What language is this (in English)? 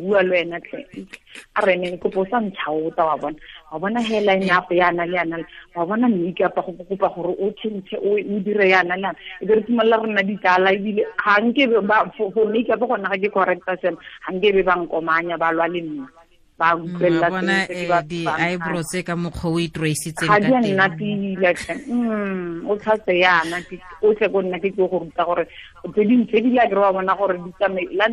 Tswana